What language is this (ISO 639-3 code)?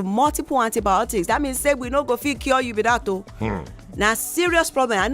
pcm